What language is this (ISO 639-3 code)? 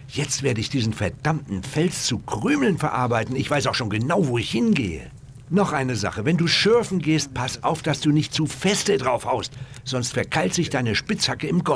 bar